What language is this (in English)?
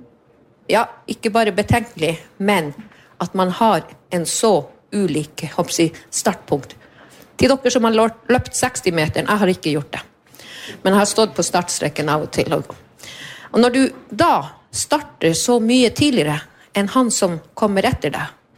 Norwegian